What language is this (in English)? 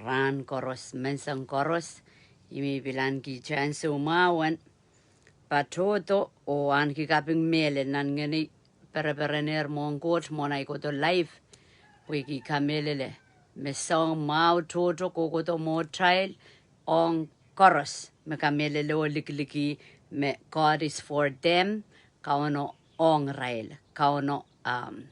Pohnpeian